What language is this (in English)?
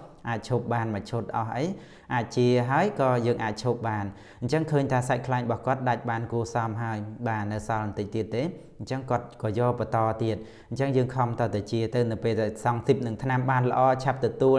Khmer